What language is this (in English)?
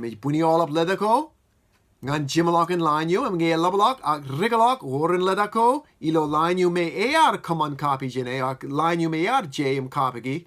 Marshallese